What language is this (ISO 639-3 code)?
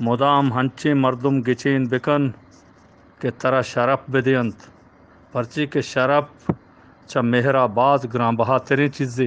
bgp